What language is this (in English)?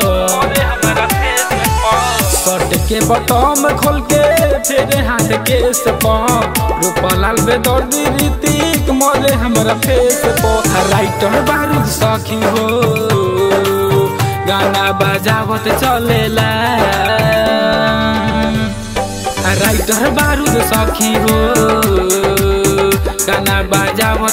Bhojpuri